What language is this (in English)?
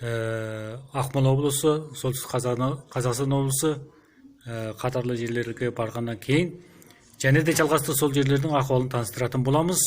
Kazakh